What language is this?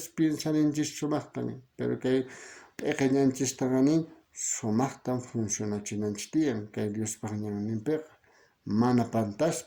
South Bolivian Quechua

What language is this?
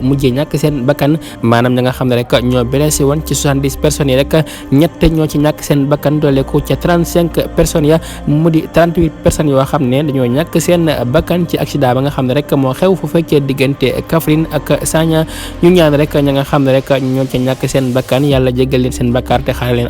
Wolof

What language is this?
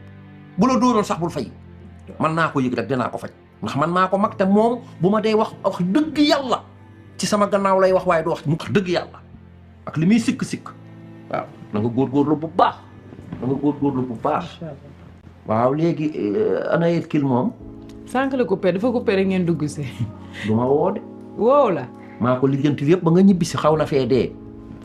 Wolof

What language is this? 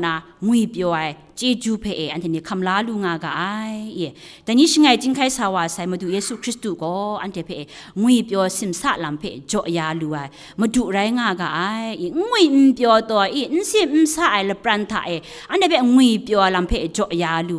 Kachin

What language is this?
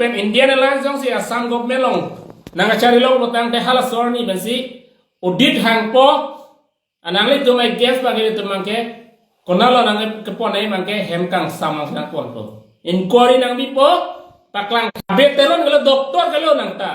Karbi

